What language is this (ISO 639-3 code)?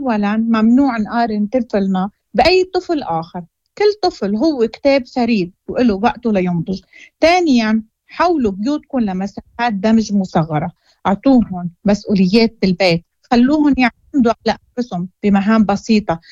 ary